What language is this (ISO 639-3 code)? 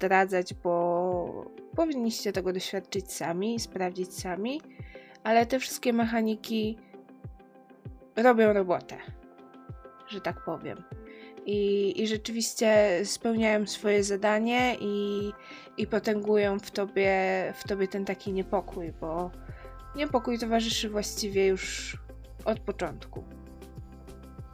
pol